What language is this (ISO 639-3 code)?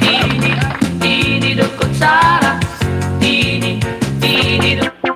war